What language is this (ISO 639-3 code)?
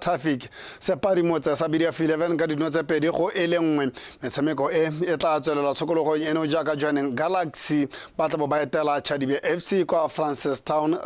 tsn